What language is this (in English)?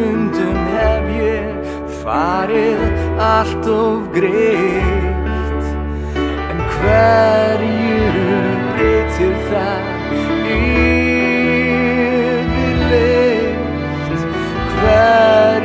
Icelandic